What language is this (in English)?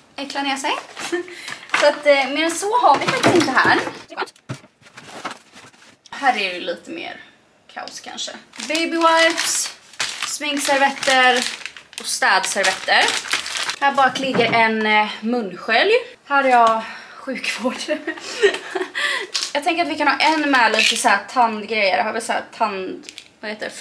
Swedish